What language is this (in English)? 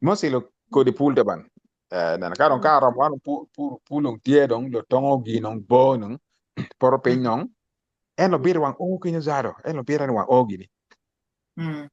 Acoli